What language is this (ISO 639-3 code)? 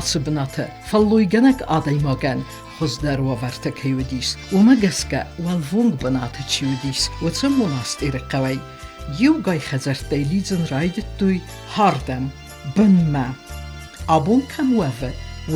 oss